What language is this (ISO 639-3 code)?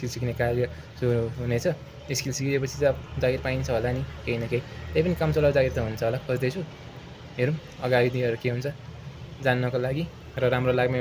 nep